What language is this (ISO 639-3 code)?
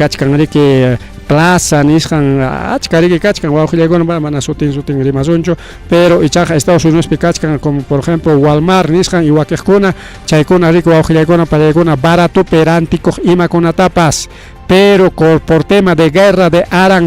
quy